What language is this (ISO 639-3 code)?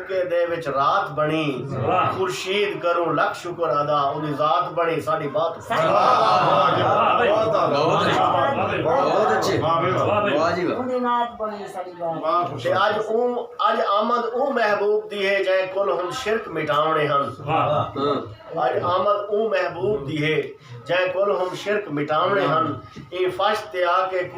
skr